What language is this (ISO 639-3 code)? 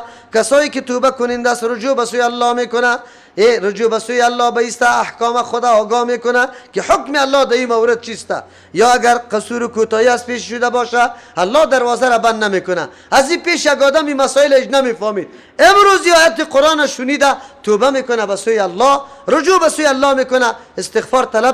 fas